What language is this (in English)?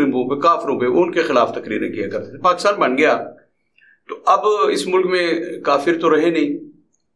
Urdu